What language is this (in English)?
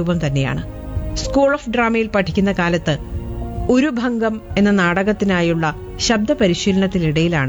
Malayalam